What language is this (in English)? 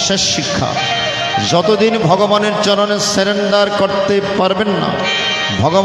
Bangla